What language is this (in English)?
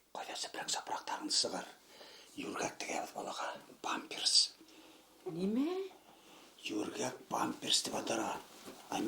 Bashkir